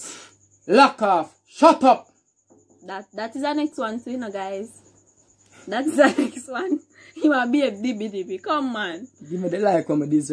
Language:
Jamaican Creole English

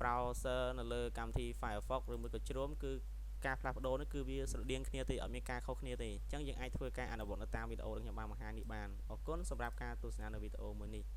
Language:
Khmer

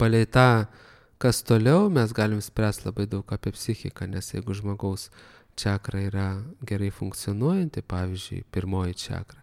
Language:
Lithuanian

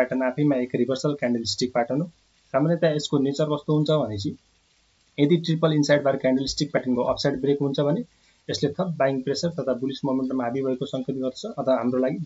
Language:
Nepali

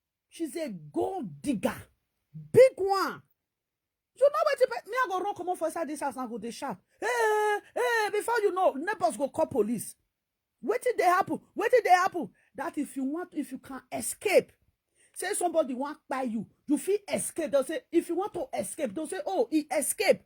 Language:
Nigerian Pidgin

